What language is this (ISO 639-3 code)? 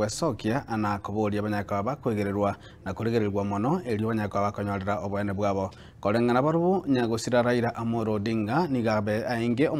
guz